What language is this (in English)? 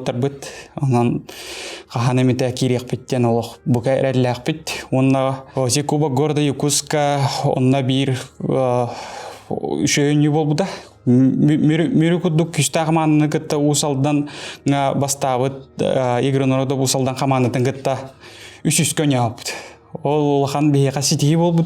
Yakut